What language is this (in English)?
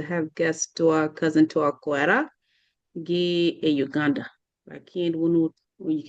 Acoli